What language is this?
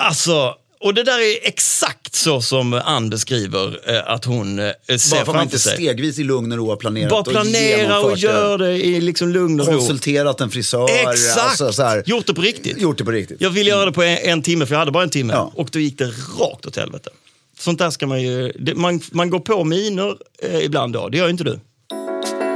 Swedish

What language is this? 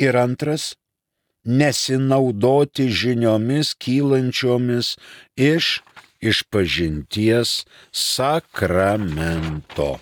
Lithuanian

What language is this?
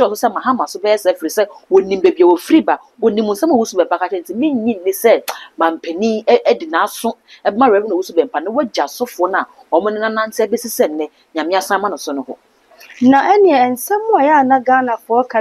Akan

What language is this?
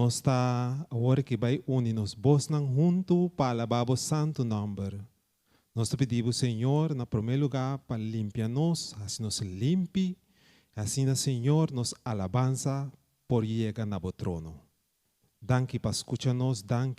Papiamento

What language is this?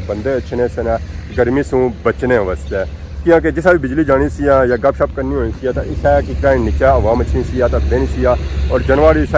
Pahari-Potwari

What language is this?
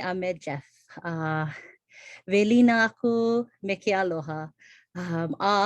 Hawaiian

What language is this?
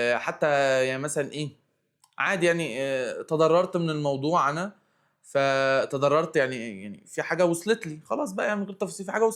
Egyptian Arabic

